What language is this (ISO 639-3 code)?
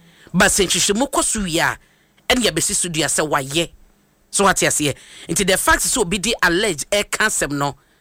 aka